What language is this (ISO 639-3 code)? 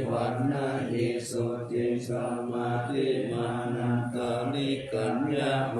pli